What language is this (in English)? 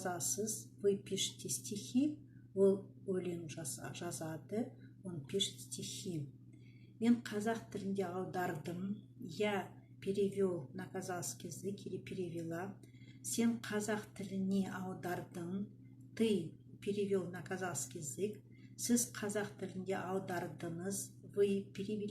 Kazakh